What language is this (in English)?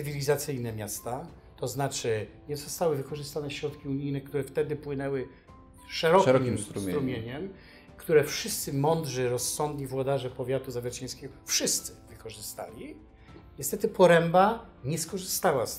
Polish